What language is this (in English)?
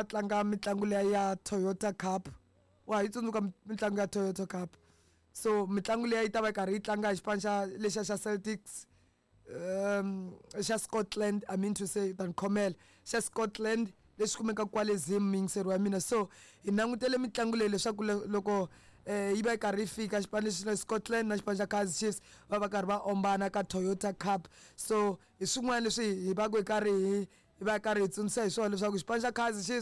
Tsonga